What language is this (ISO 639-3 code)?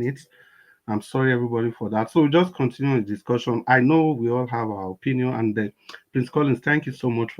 pcm